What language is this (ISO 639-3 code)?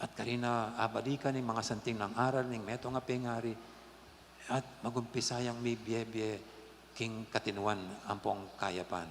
pam